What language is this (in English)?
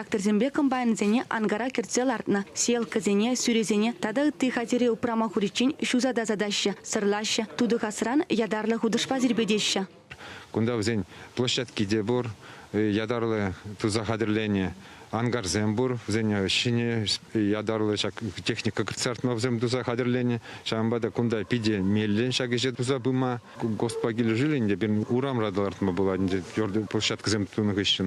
Chuvash